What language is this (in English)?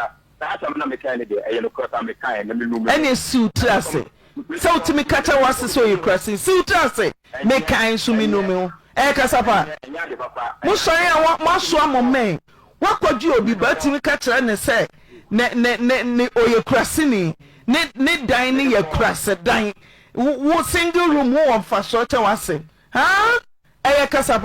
Akan